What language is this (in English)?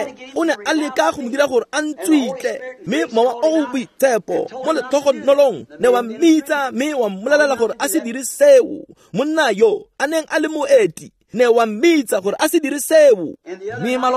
Tswana